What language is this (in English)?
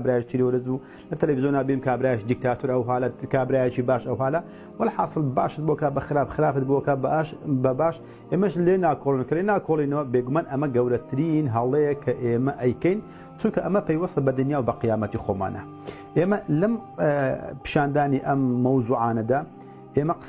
Central Kurdish